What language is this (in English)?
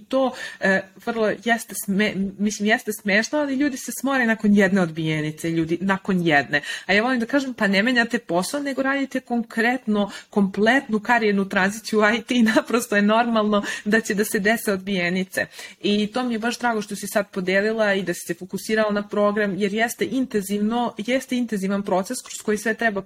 Serbian